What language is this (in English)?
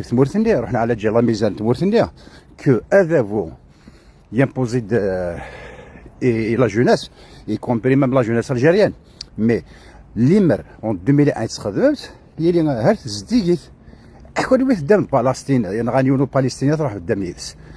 Kabyle